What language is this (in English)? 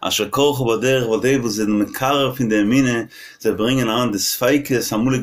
Yiddish